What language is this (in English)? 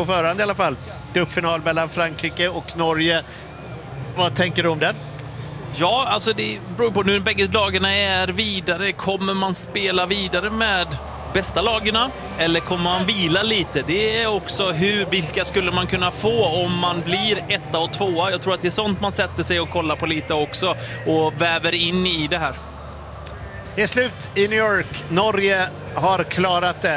Swedish